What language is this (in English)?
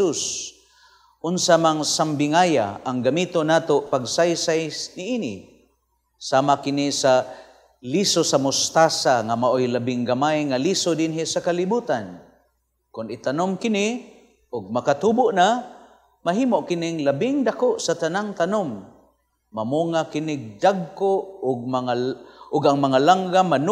Cebuano